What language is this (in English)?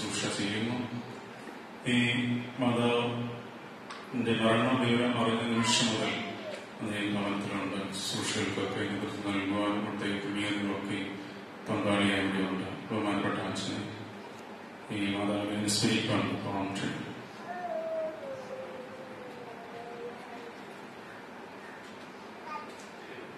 Malayalam